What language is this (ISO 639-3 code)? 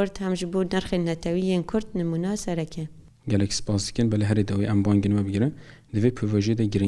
kur